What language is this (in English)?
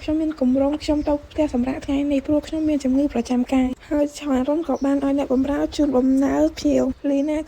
Khmer